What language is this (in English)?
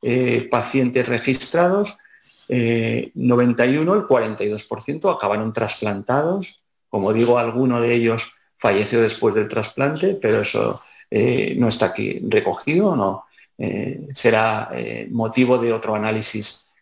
Spanish